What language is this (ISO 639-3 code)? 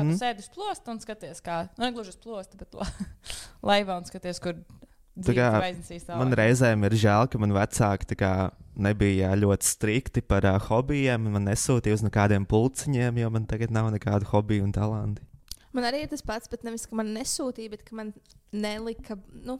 lav